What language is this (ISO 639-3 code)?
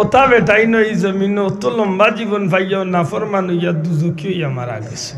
syl